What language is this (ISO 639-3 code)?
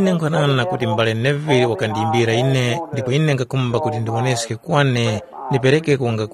tum